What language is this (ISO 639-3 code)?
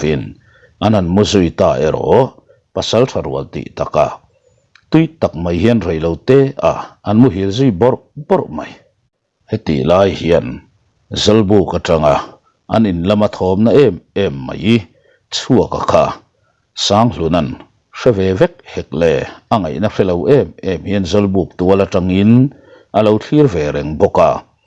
lus